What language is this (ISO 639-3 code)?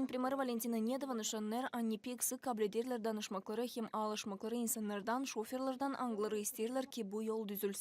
gag